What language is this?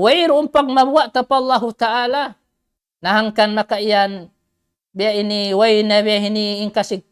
Tausug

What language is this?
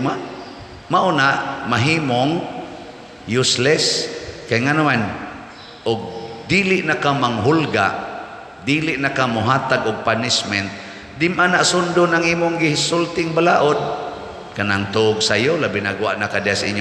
Cebuano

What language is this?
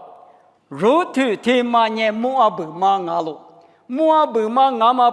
Lisu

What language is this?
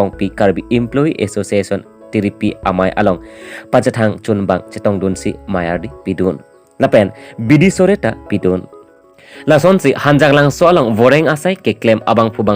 Karbi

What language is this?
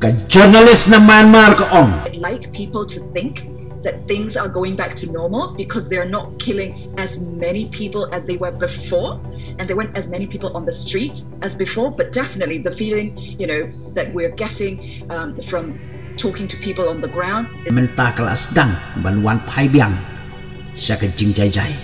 Khasi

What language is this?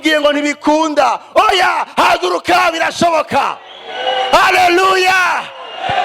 Rundi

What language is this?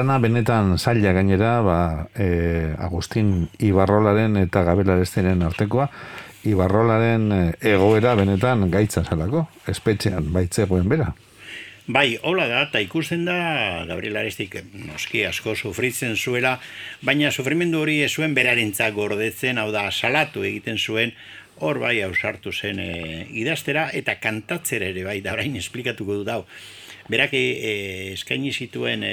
Basque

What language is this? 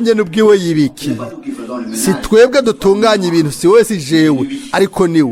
Rundi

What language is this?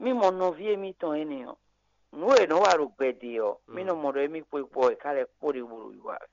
Fon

